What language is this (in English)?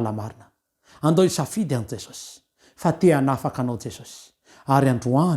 Malagasy